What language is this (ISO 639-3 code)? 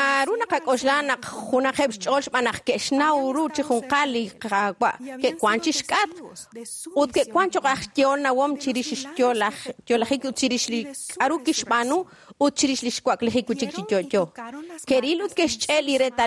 kek